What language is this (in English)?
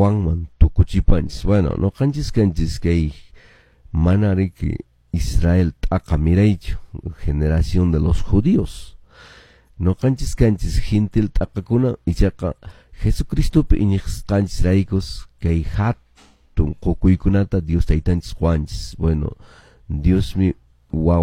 Quechua